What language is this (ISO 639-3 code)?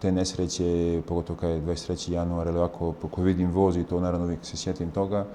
bos